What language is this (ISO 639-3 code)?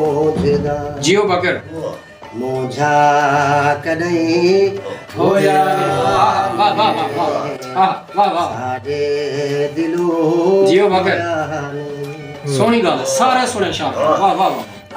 skr